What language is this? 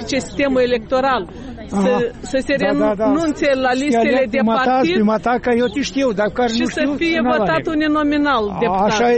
Romanian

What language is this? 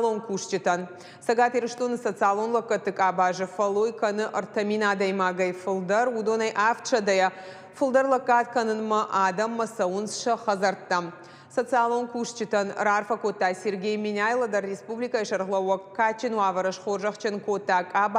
Ossetic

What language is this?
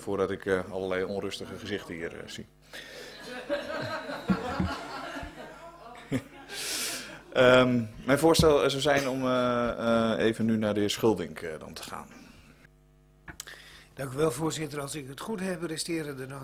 Dutch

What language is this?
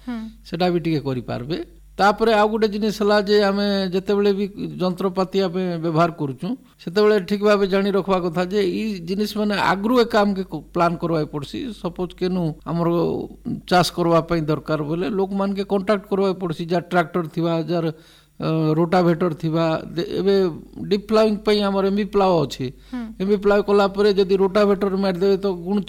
Odia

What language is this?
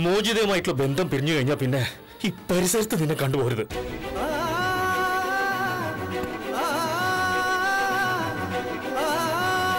Malayalam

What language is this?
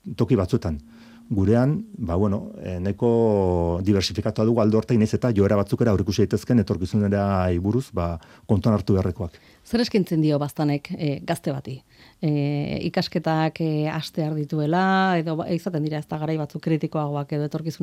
Basque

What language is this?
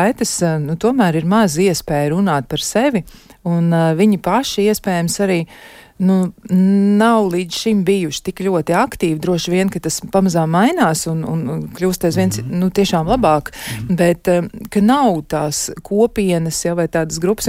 Latvian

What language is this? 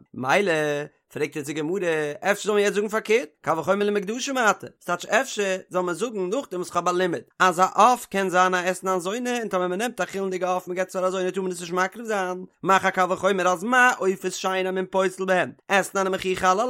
Yiddish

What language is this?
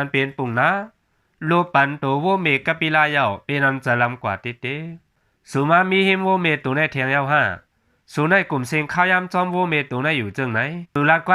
Shan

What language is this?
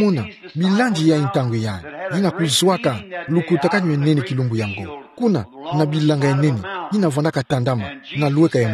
Kituba (Democratic Republic of Congo)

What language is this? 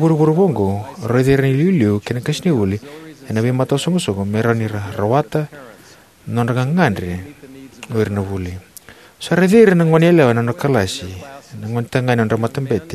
Fijian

